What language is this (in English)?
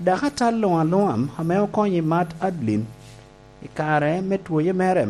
Lango (Uganda)